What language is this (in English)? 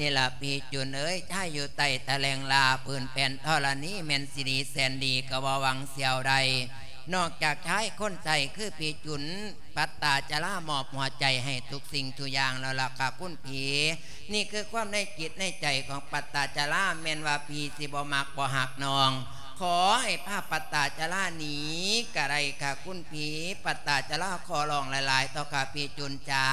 Lao